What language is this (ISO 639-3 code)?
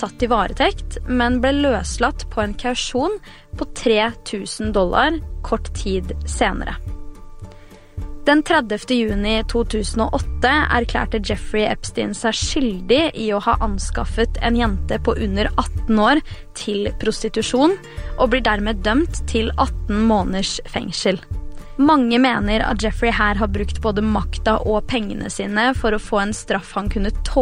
nor